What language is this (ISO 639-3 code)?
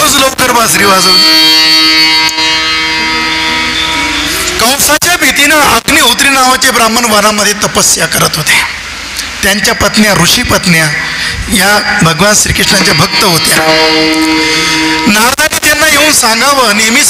mar